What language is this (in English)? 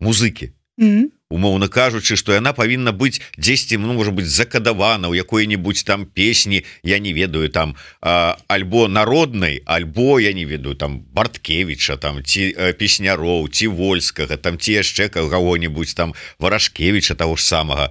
Belarusian